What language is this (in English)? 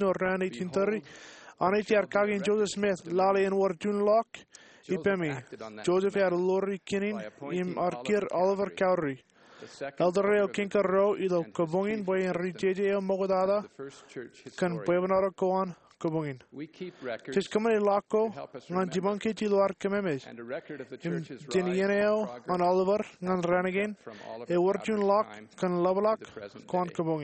Marshallese